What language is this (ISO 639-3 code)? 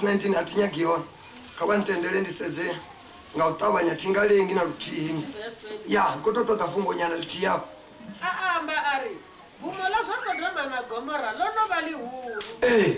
ven